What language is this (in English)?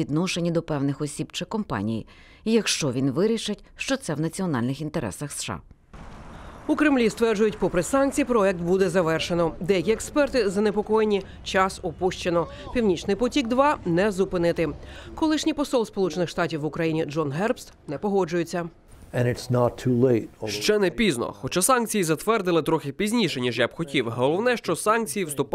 Ukrainian